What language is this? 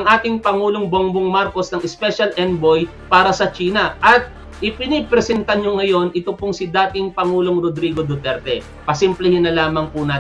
Filipino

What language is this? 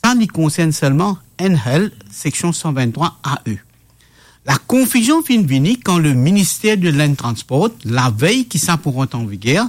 Morisyen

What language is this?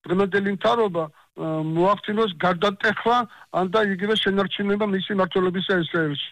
Georgian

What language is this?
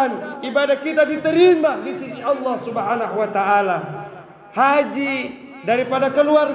Buginese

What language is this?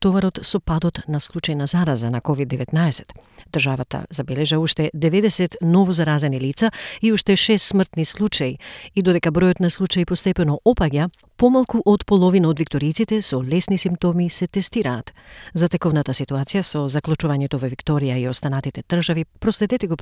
Macedonian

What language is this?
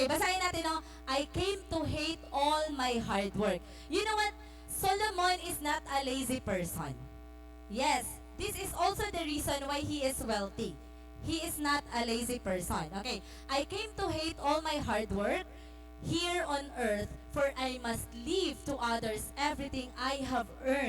Waray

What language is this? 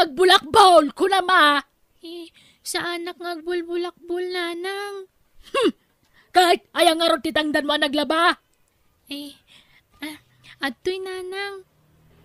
Iloko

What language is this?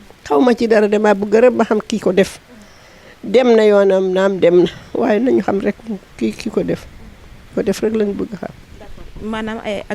Wolof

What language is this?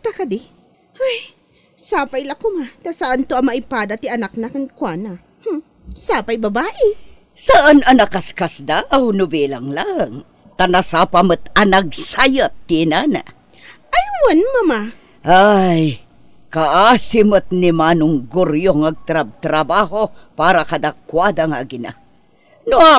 Iloko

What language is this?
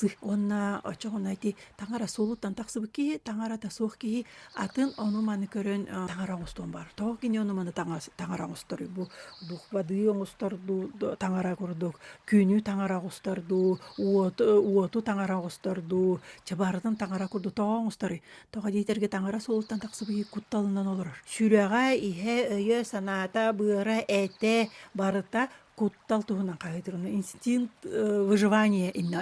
Yakut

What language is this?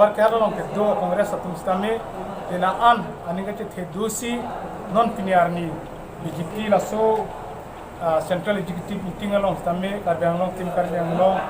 Karbi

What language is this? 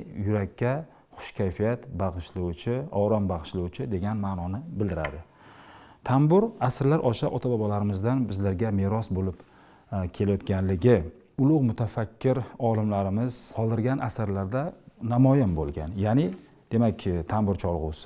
Uzbek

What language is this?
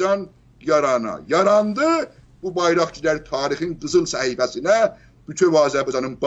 South Azerbaijani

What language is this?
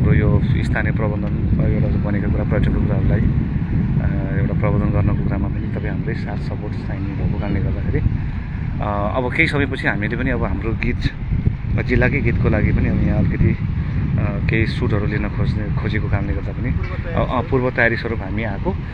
Nepali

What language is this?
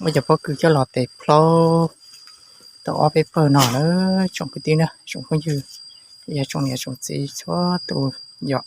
Hmong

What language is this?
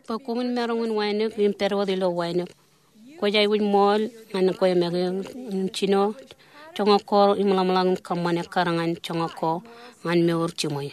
Marshallese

